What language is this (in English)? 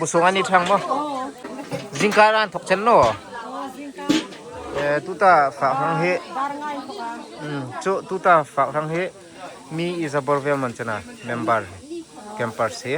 Hmar